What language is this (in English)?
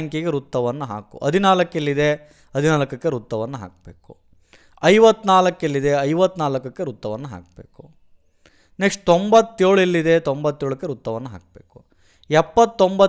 Kannada